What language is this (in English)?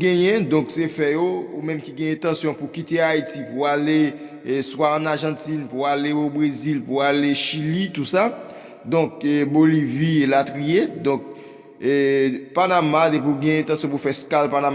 Haitian Creole